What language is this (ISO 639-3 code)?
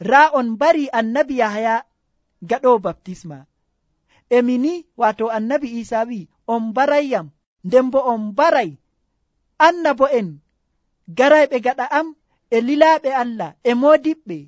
fuv